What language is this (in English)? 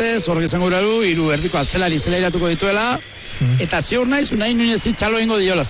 Basque